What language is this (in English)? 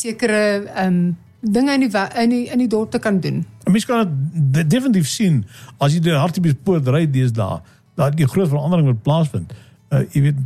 Afrikaans